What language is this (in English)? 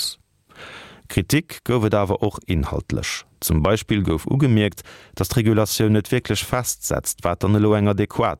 Luxembourgish